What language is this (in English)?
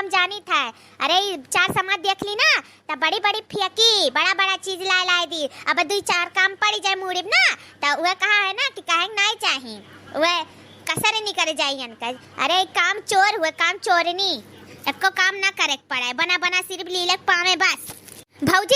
Awadhi